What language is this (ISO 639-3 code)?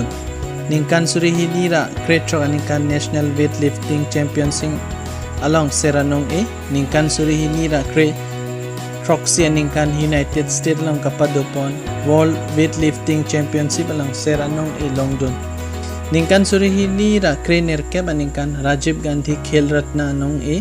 mjw